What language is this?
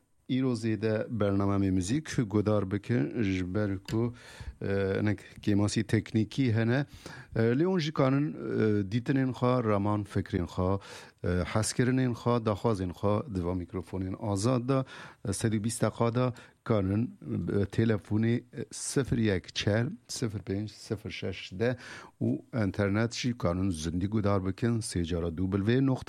Kurdish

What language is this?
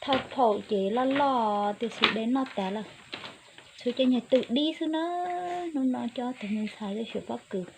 Hmong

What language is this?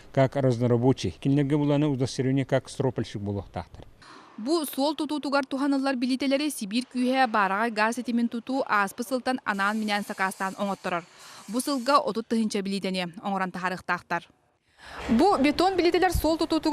Yakut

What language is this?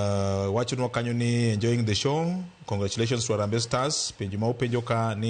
Luo (Kenya and Tanzania)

